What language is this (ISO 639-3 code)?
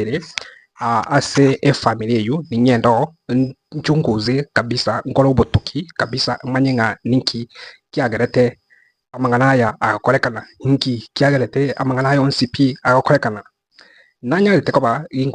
guz